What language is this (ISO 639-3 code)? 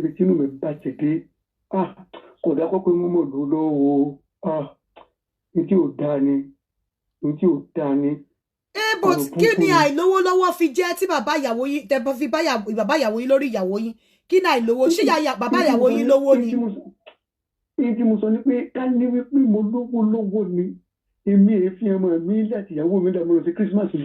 yor